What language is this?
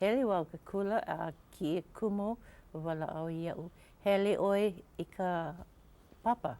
Hawaiian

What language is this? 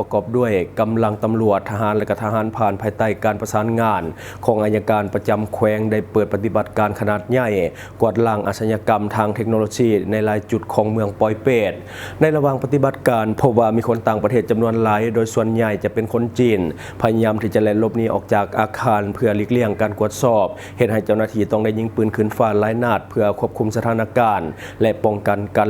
Lao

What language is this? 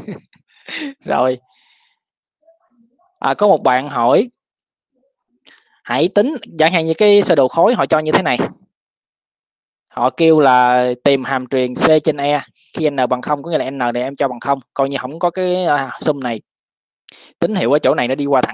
Vietnamese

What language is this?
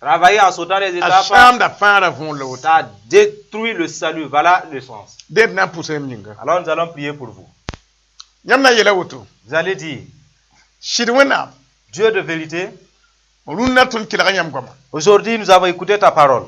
Mossi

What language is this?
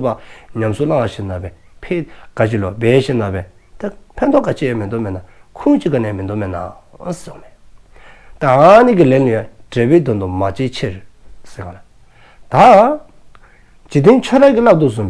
Dzongkha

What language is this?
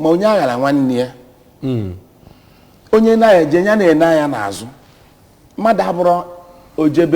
Igbo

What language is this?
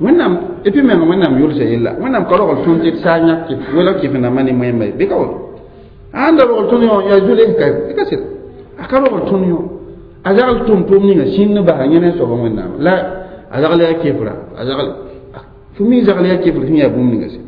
Mossi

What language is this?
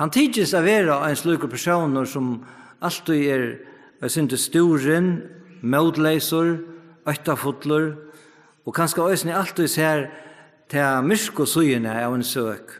Faroese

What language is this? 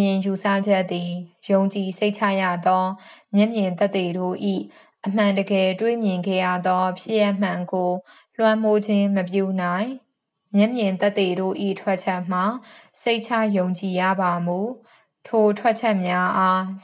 Burmese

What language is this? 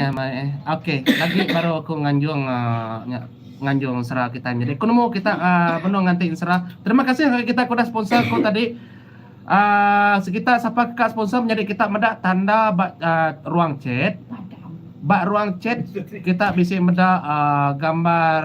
Iban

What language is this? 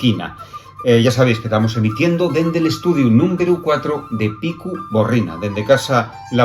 Asturian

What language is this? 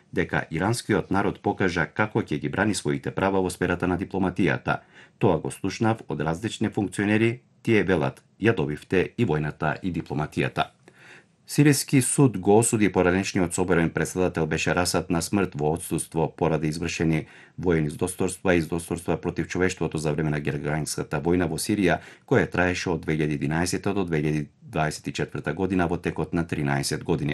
Macedonian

